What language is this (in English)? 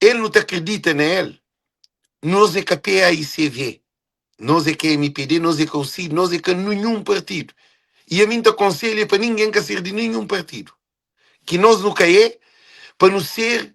Kabuverdianu